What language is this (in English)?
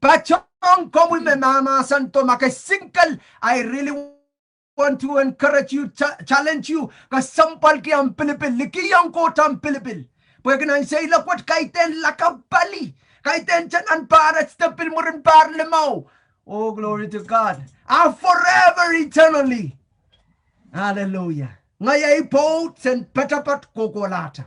Pohnpeian